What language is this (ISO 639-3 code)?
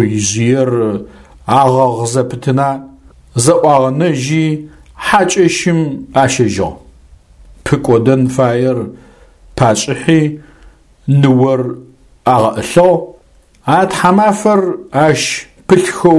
ady